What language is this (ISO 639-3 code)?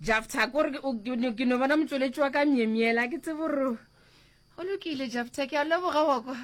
nso